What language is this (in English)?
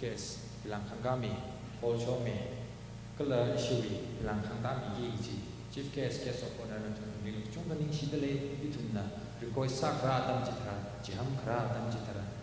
Tangkhul Naga (India)